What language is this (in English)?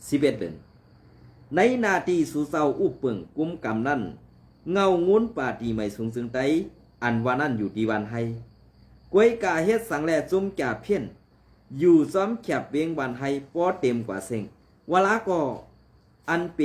Shan